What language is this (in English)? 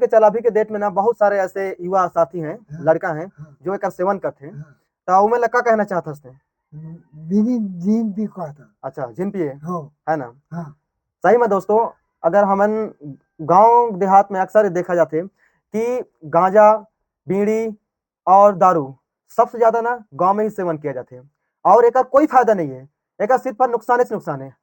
Chhattisgarhi